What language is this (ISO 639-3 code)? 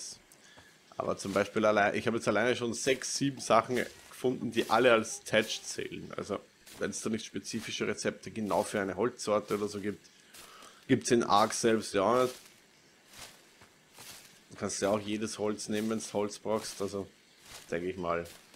deu